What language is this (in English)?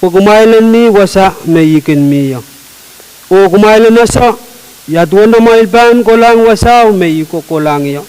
Pohnpeian